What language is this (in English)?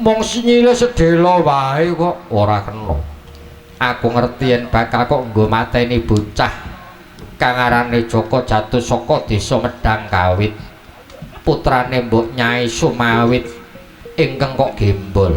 Javanese